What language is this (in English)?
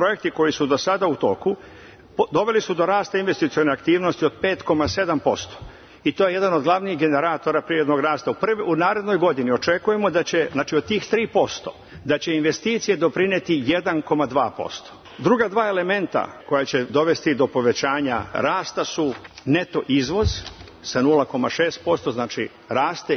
Serbian